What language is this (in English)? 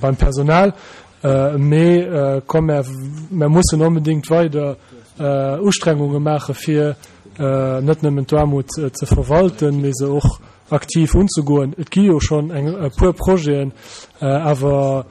Luxembourgish